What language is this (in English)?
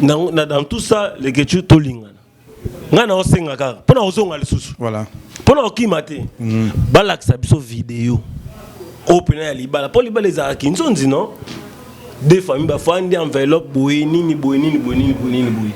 Lingala